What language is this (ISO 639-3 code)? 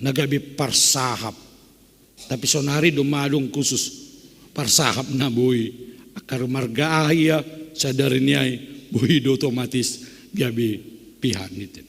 bts